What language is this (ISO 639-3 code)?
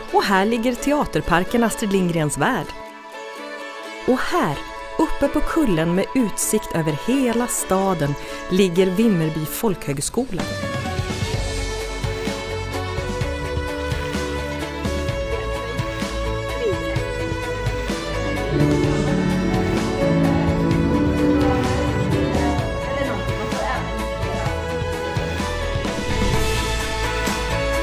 swe